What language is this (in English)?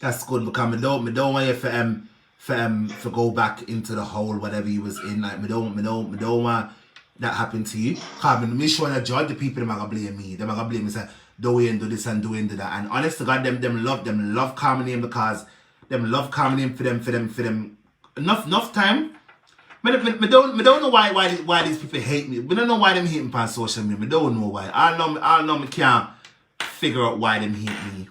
Jamaican Creole English